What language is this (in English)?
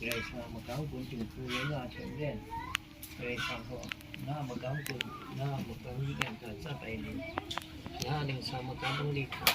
Kachin